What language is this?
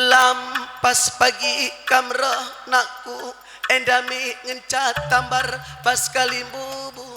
Batak Karo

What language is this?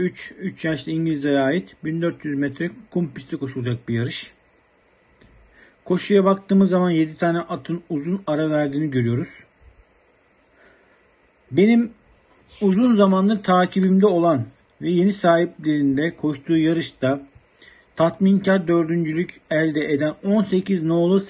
Turkish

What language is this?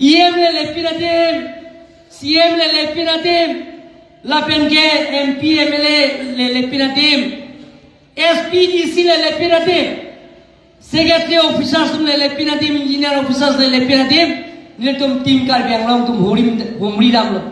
Karbi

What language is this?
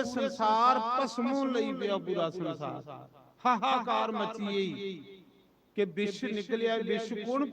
Dogri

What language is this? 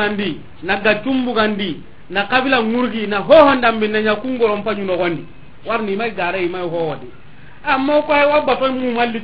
Soninke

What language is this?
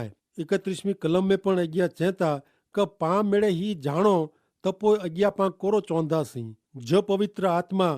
Kachhi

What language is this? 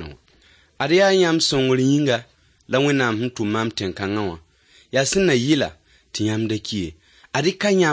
Mossi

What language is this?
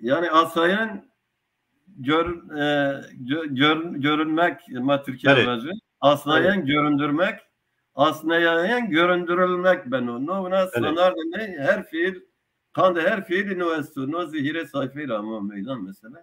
Zaza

